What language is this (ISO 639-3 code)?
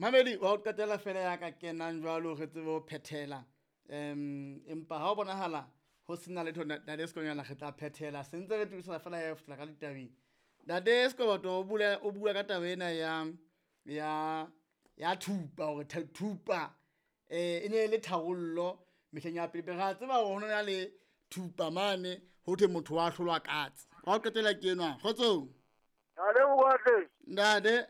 sot